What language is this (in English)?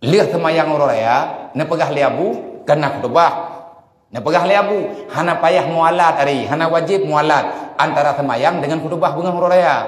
Achinese